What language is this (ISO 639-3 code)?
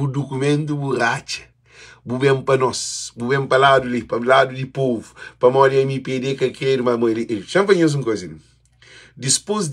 kea